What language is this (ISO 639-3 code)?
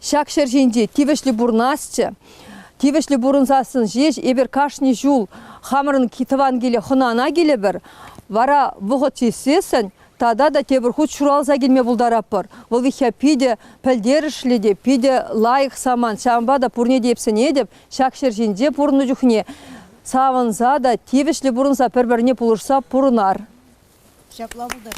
chv